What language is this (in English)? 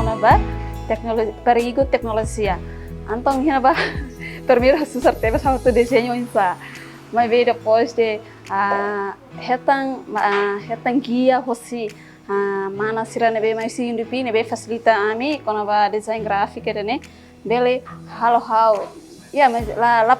Tetum